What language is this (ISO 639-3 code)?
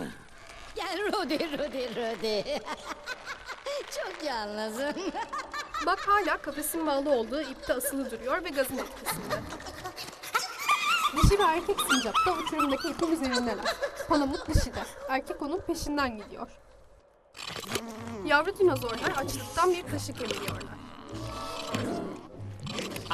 tur